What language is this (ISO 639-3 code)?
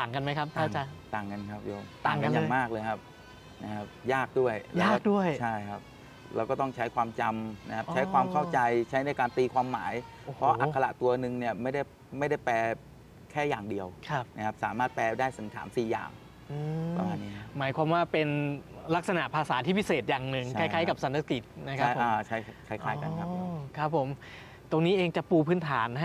tha